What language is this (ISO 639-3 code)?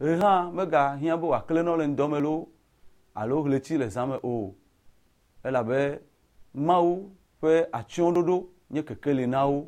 ewe